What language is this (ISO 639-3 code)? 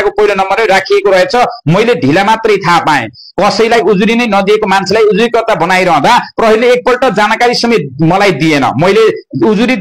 nep